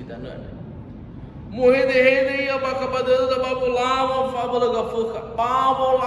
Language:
Nias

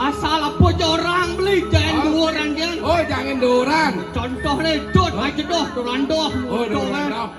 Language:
Balinese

